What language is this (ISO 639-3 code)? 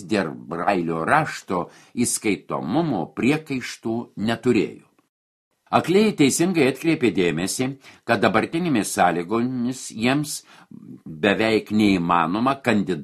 lit